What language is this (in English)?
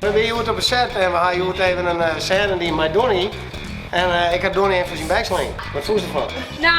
Western Frisian